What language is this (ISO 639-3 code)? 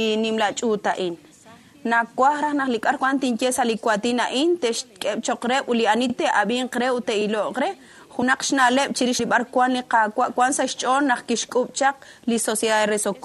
kek